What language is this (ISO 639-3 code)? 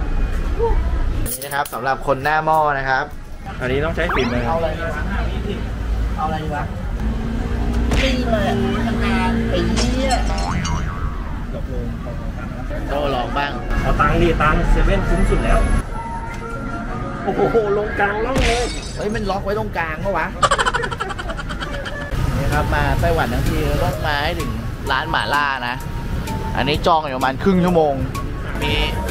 tha